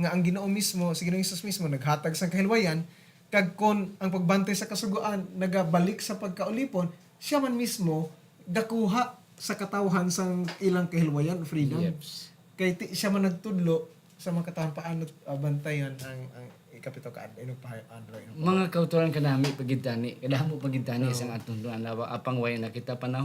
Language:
Hiligaynon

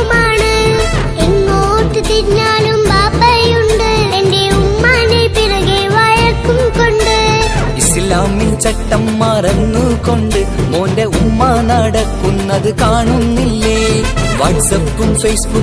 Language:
Malayalam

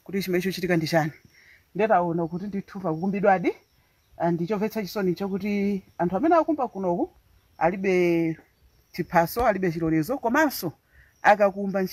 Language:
Nyanja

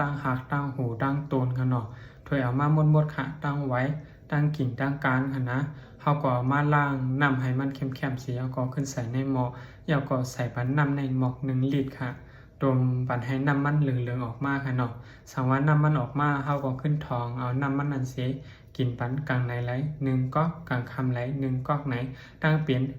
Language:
Shan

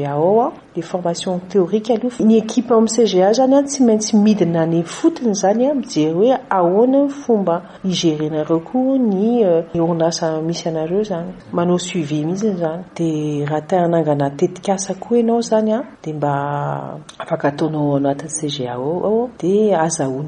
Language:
Malagasy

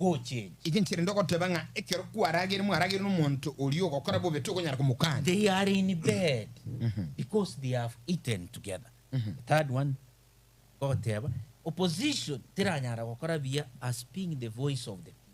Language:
Gusii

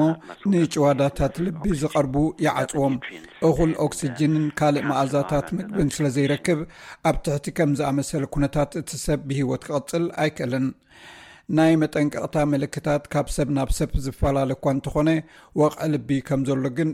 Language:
Tigrinya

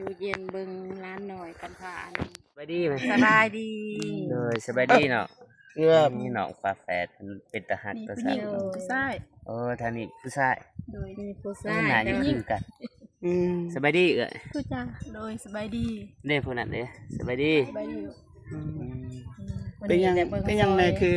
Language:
Lao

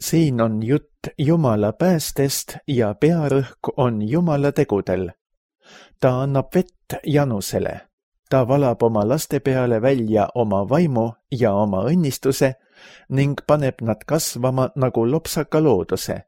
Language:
Estonian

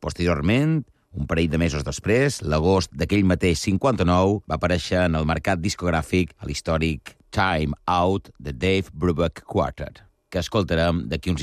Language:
Catalan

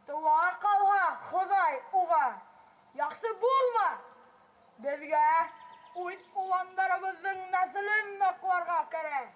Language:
Bashkir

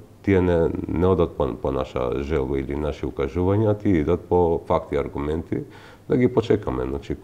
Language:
Macedonian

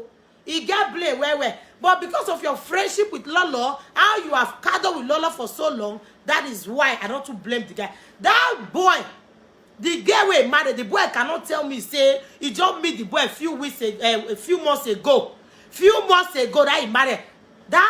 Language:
Nigerian Pidgin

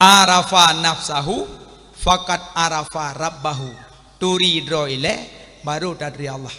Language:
Achinese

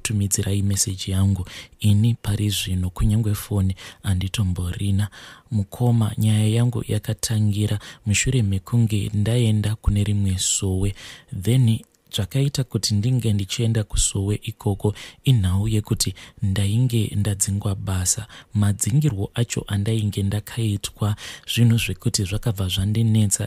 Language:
Shona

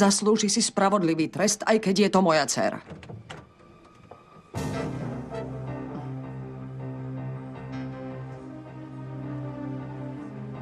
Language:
Slovak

